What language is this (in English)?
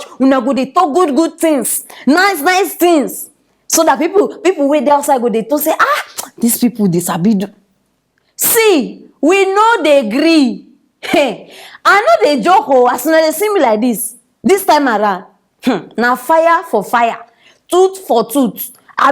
Nigerian Pidgin